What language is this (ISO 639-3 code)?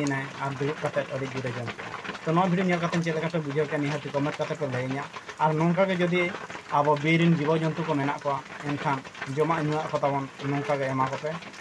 sat